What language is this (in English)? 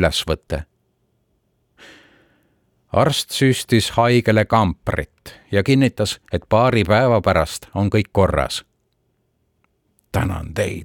Estonian